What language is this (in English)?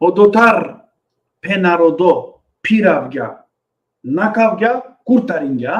Balkan Romani